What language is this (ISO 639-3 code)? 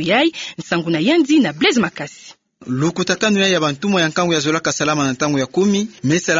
ktu